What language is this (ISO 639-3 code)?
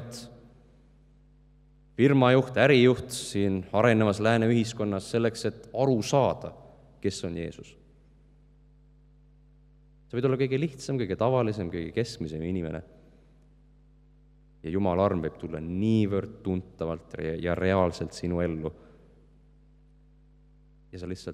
est